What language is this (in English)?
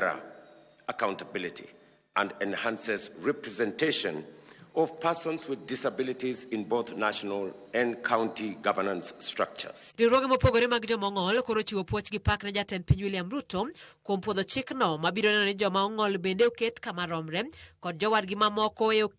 Luo (Kenya and Tanzania)